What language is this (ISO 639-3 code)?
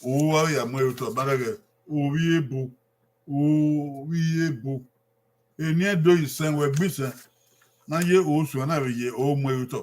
bin